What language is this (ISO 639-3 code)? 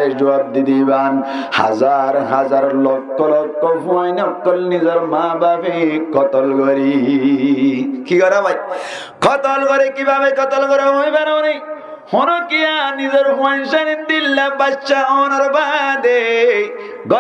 rhg